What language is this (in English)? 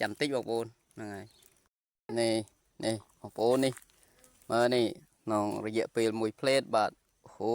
Khmer